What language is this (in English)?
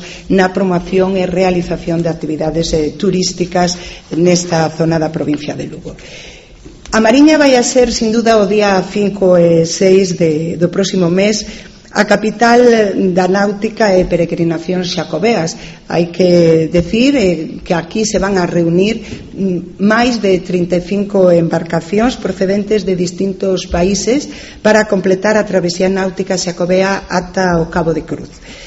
Galician